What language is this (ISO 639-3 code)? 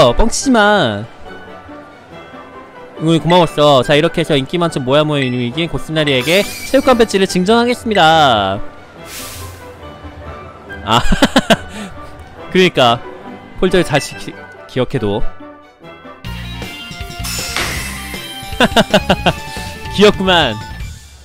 kor